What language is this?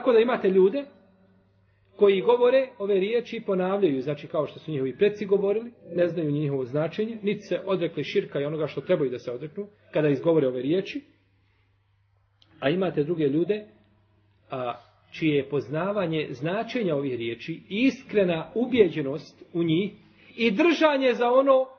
Bosnian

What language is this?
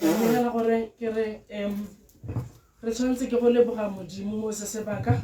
Tswana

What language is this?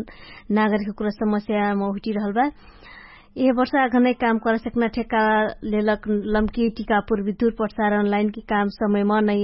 Dangaura Tharu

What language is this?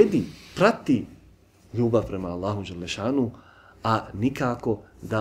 Bosnian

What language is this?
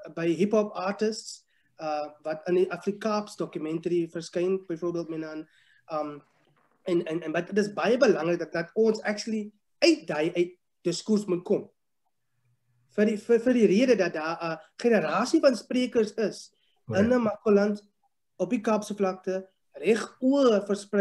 Afrikaans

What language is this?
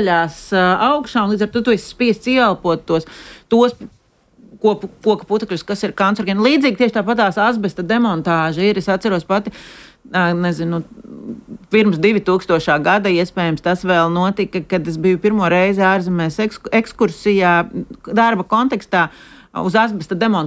Latvian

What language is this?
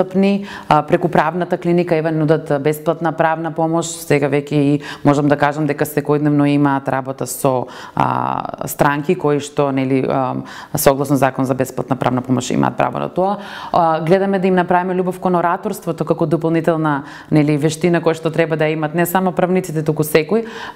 Macedonian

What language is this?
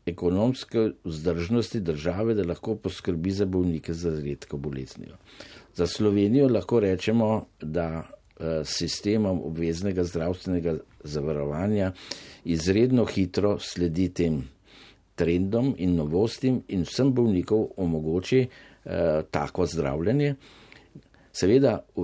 Slovenian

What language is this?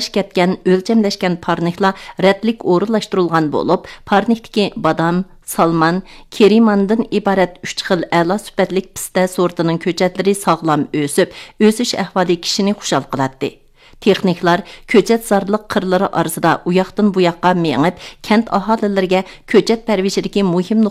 Uyghur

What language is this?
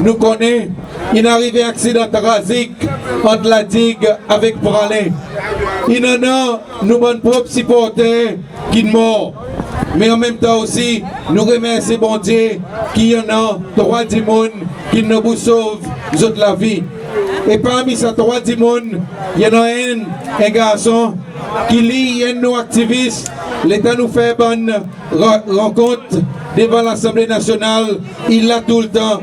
Seselwa Creole French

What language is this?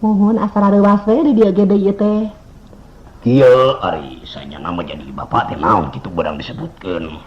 Sundanese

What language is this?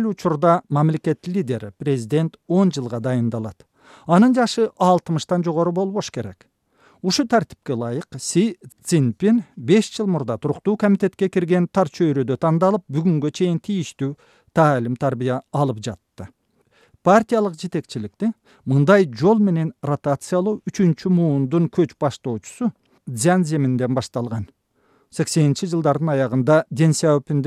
Kyrgyz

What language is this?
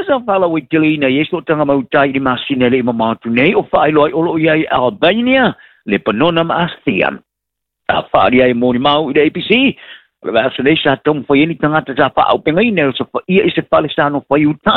Samoan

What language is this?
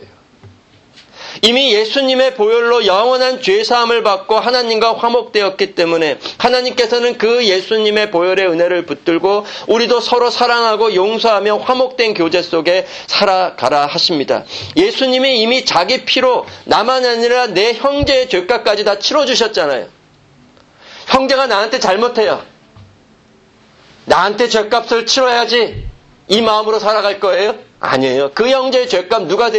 Korean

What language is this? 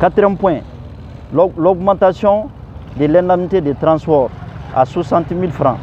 Bambara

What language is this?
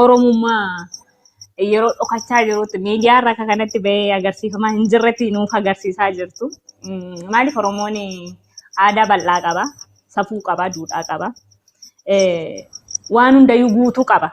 Oromo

